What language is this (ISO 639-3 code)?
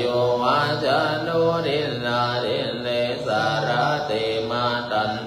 pli